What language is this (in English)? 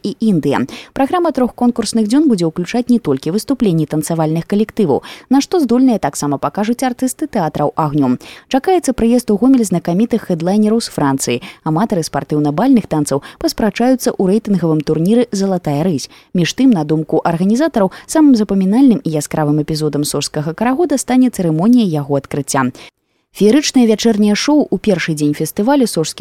Belarusian